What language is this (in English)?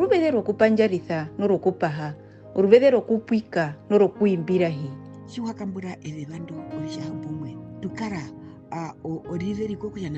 Herero